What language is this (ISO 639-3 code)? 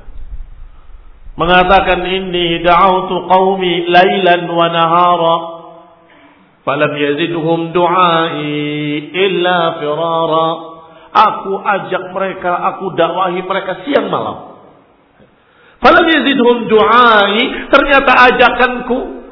ind